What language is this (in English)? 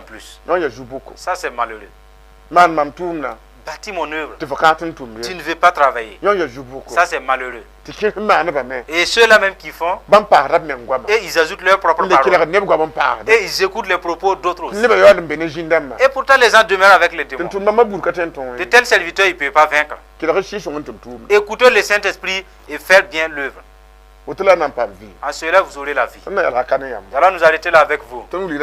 Mossi